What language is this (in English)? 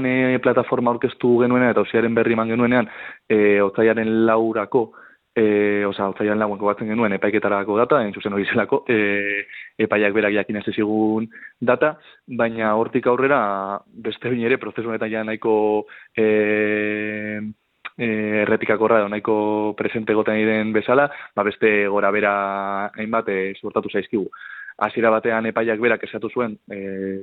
Basque